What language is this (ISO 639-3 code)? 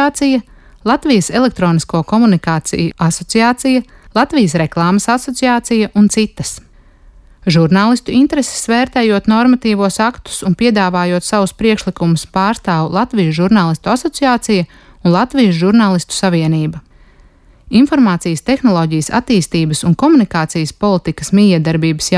lav